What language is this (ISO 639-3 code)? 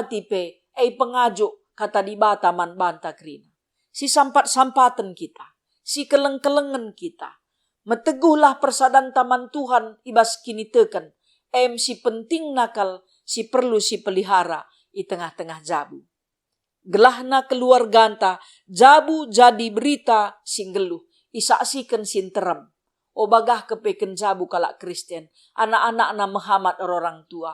btx